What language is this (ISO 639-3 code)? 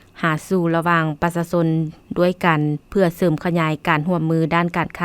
lao